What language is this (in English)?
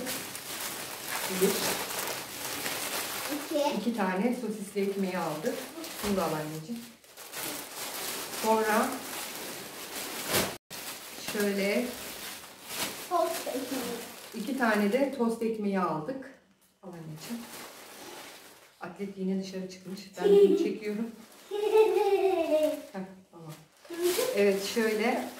Turkish